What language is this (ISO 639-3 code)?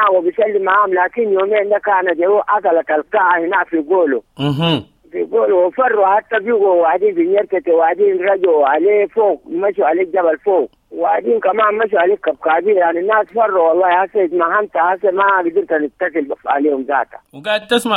apd